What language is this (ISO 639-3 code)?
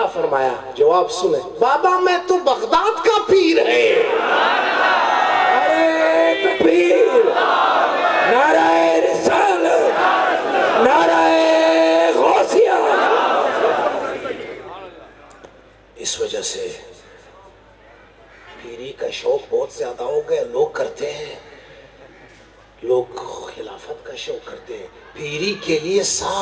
urd